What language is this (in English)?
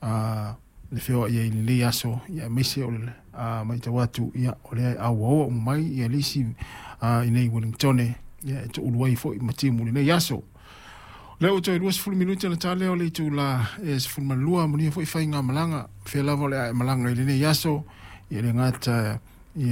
Samoan